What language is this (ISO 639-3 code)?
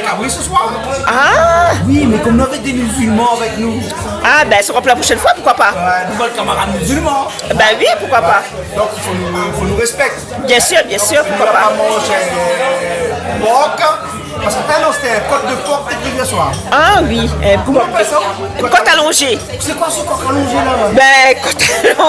rcf